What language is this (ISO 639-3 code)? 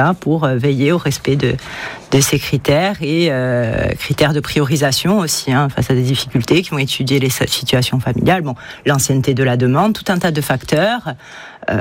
fra